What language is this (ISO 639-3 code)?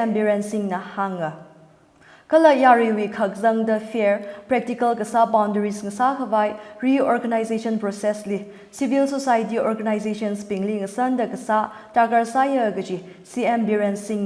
nmf